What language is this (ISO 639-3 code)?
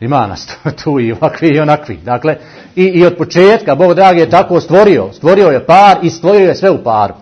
bos